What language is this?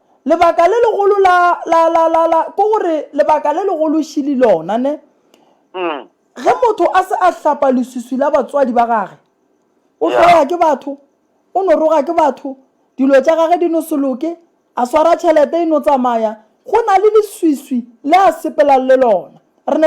Northern Sotho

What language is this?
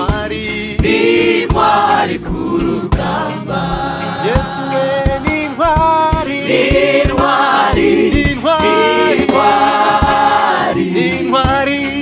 Kinyarwanda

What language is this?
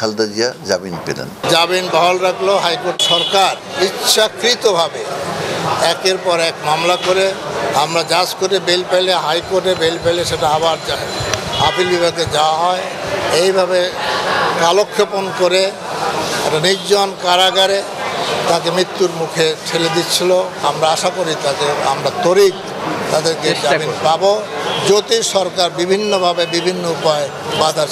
Bangla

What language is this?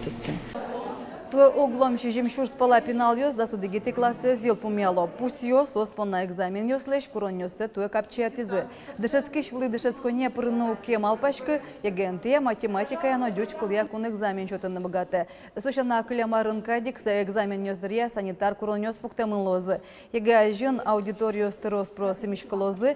Udmurt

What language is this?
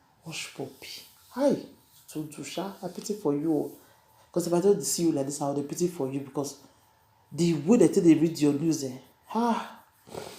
Nigerian Pidgin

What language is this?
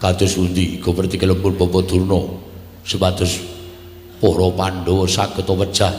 Javanese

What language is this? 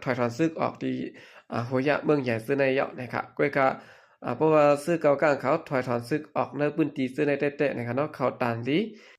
Shan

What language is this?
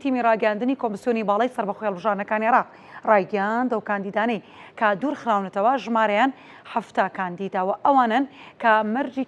Central Kurdish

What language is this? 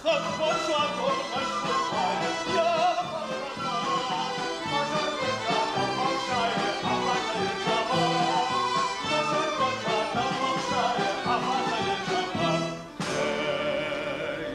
Ossetic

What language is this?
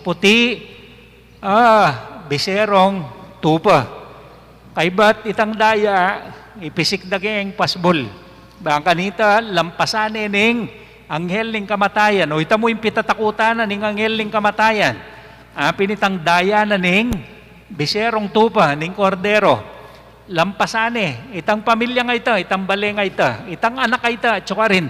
Pampanga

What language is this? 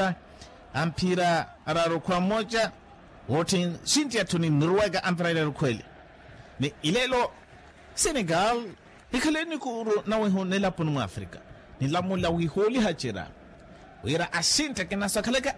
Makhuwa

